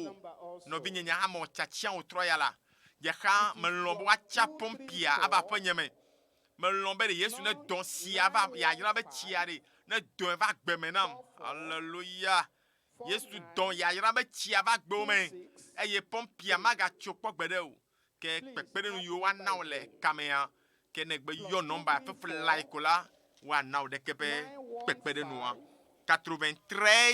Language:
Ewe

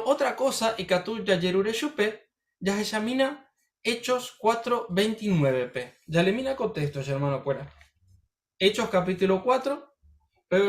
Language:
Guarani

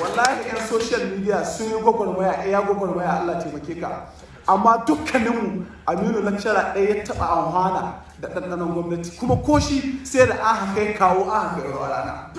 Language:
Hausa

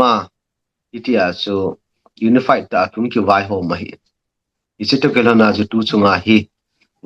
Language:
Thado Chin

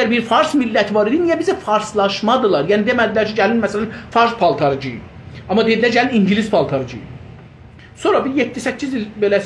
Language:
South Azerbaijani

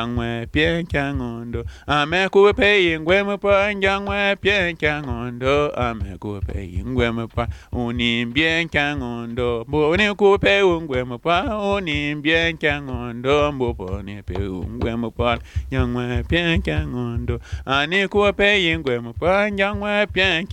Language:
Basque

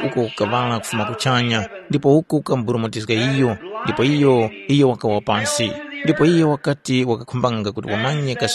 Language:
Tumbuka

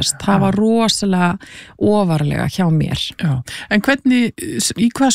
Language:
Icelandic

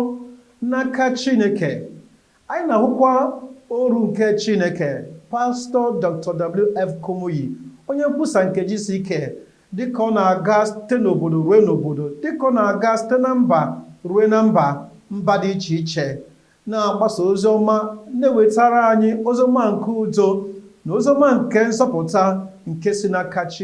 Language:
Igbo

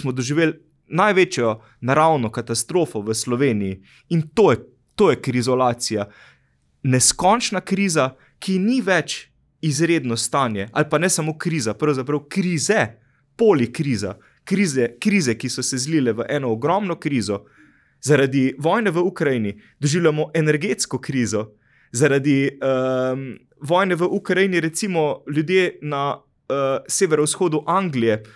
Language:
Slovenian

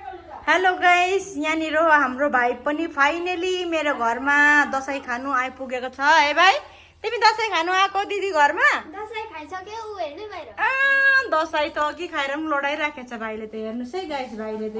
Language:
Nepali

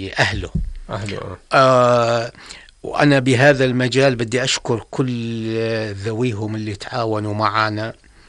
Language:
North Levantine Arabic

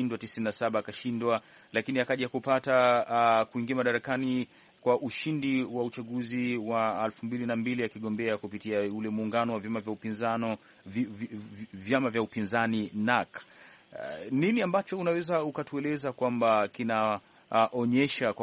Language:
Swahili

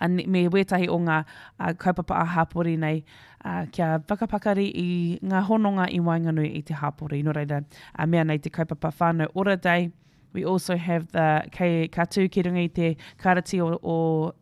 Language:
Māori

